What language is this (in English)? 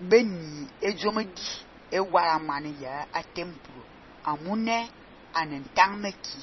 Fang